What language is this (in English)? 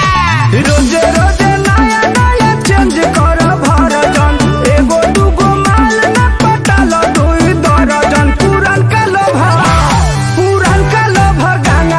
Bhojpuri